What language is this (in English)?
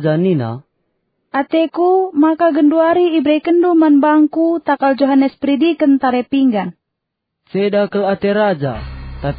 Batak Karo